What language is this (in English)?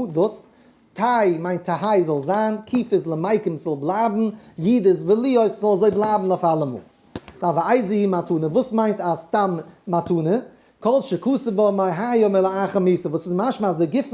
Yiddish